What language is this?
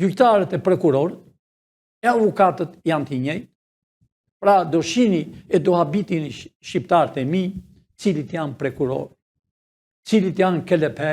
Albanian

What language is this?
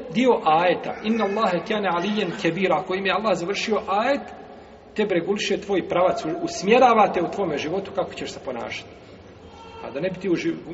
Bosnian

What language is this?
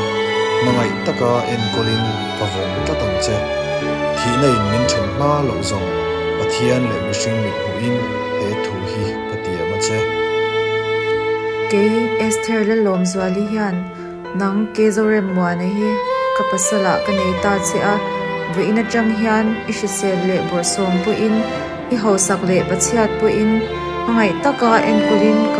Mizo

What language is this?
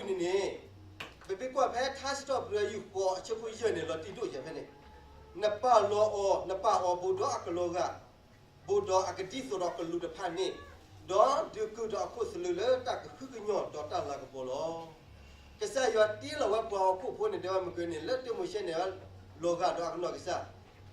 S'gaw Karen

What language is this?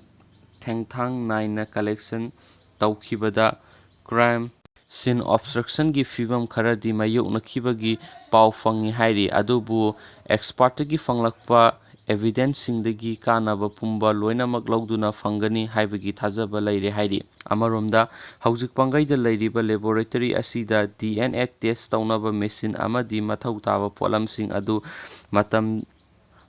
Manipuri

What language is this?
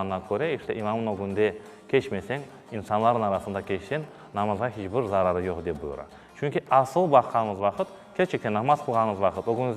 Crimean Tatar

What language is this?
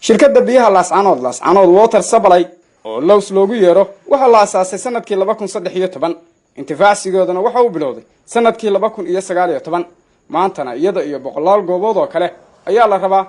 Somali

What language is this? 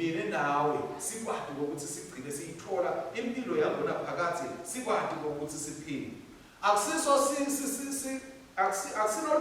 Swati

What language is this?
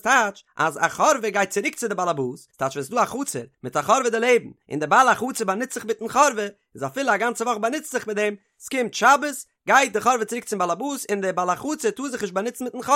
Yiddish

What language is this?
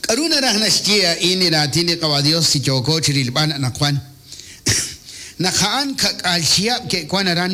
Kekchí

